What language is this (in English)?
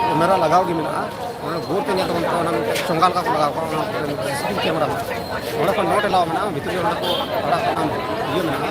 Santali